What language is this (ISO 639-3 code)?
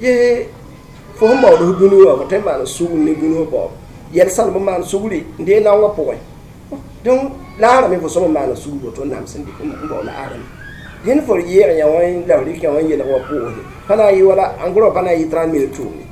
mos